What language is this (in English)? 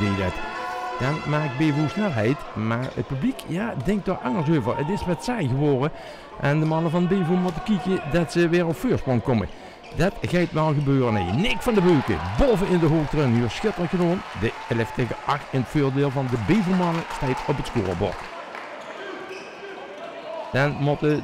Dutch